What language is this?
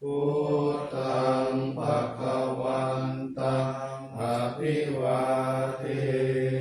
Pali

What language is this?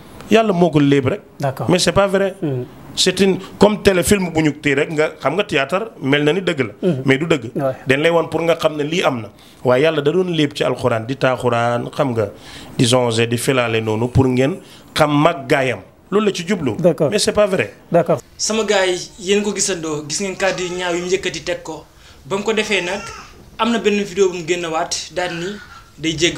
Wolof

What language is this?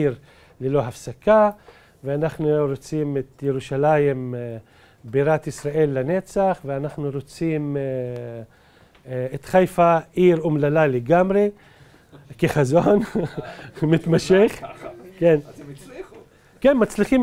Hebrew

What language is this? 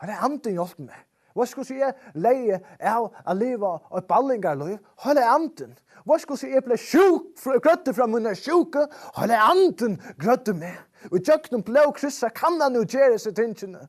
Faroese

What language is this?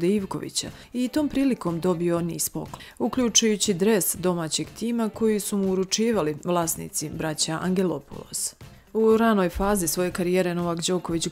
Serbian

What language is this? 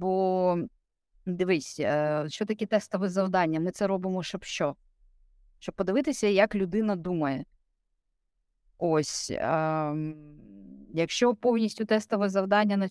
Ukrainian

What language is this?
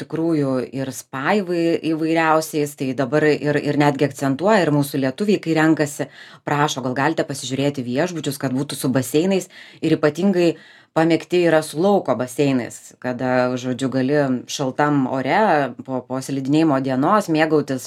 Lithuanian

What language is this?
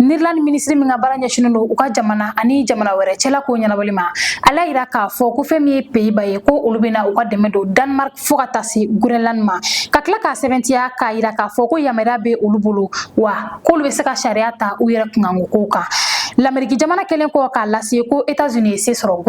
Bambara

